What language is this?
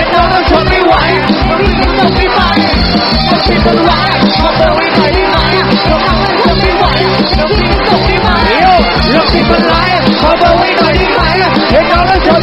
Thai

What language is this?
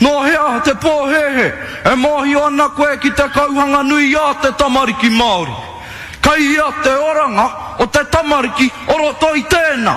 Māori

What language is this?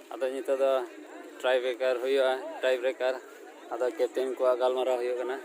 Santali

